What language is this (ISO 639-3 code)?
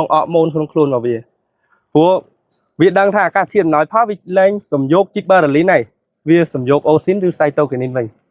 khm